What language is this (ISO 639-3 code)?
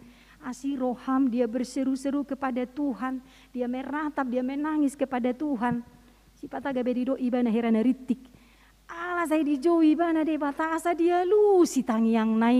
bbc